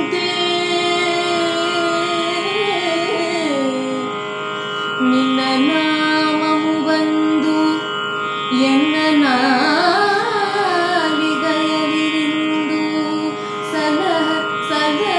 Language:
Kannada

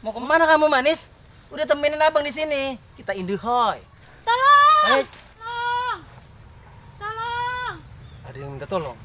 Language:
Betawi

